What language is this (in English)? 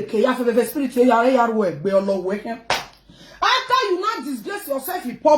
Nigerian Pidgin